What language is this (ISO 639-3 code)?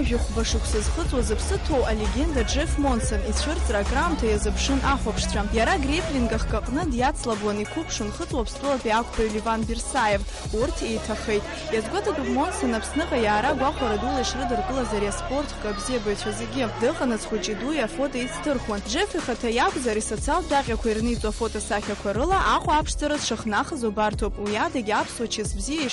abk